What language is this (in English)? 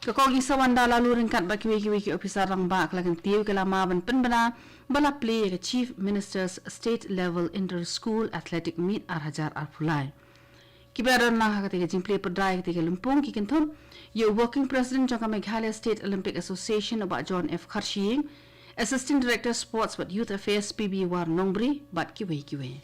Khasi